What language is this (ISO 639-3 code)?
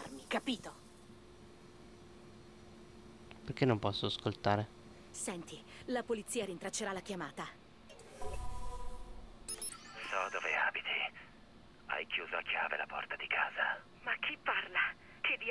ita